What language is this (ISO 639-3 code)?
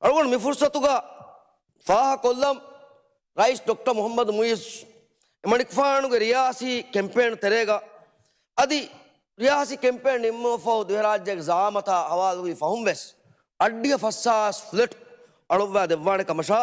div